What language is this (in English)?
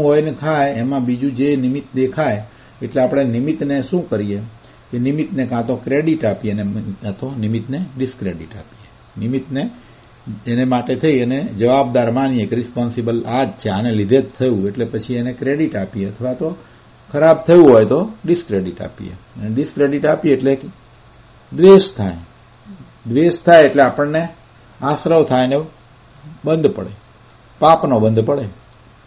Gujarati